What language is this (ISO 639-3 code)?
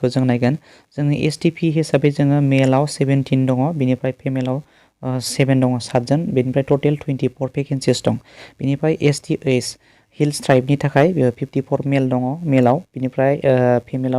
brx